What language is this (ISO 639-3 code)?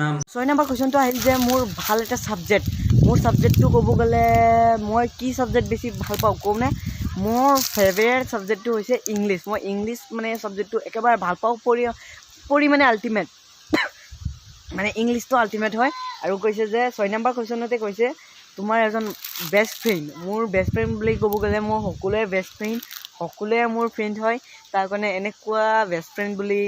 asm